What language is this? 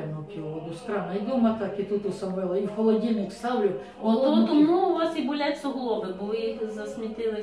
Ukrainian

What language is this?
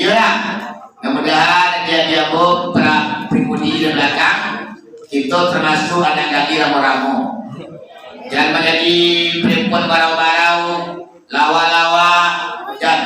Minangkabau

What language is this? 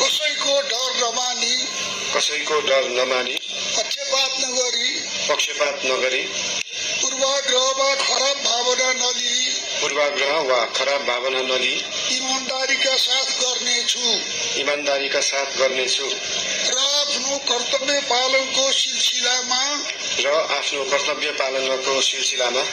Nepali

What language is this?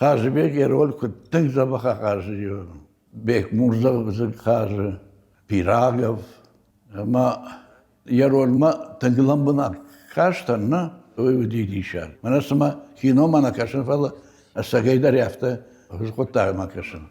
Ossetic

